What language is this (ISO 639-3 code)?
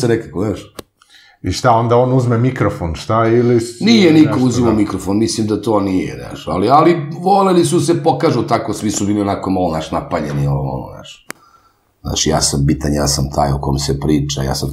srp